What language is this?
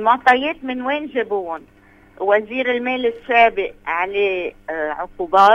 North Levantine Arabic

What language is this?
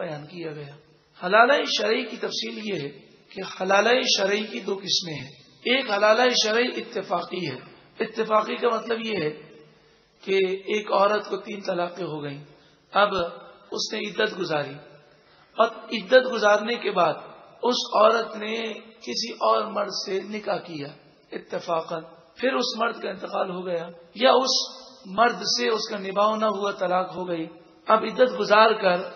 Urdu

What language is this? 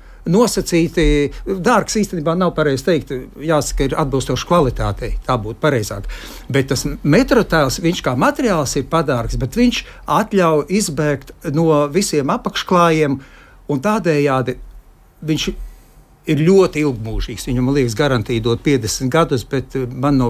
Latvian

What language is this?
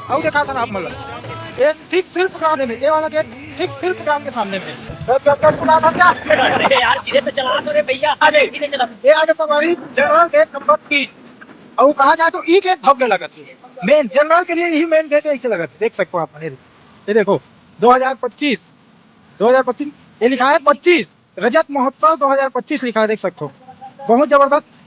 Chhattisgarhi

